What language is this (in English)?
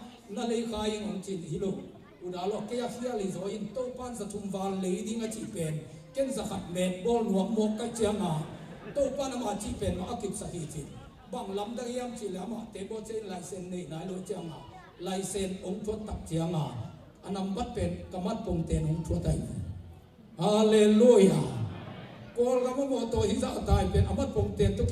Tedim Chin